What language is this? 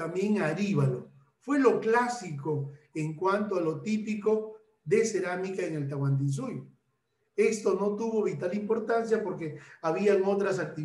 Spanish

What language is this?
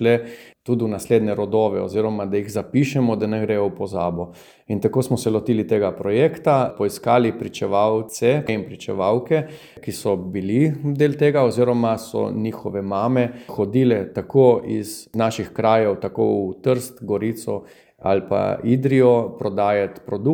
Slovenian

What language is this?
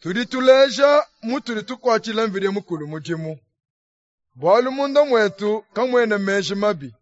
Luba-Lulua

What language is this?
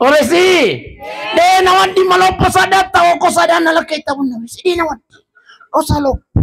Buginese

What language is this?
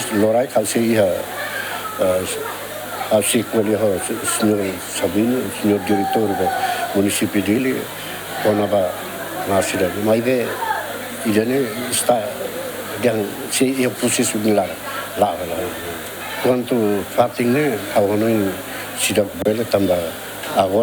Tetum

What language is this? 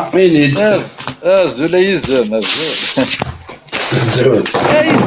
Kabyle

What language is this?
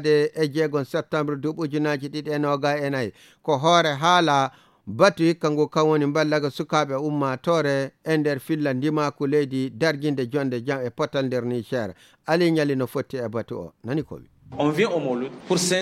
Nigerian Fulfulde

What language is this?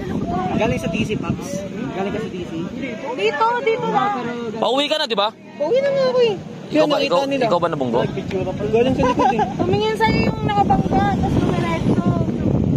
Filipino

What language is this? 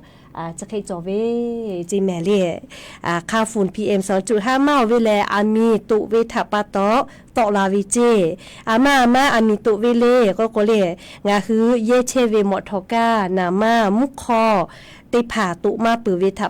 Lahu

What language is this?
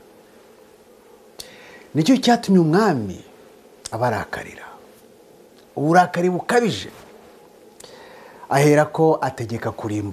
Kinyarwanda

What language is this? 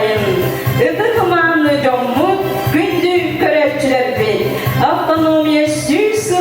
Yakut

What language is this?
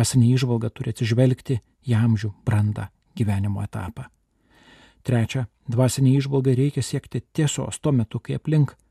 Lithuanian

